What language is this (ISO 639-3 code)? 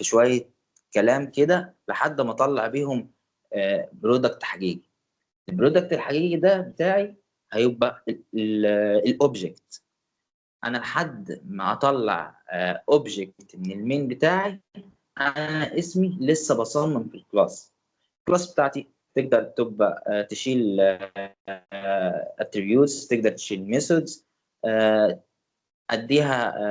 arz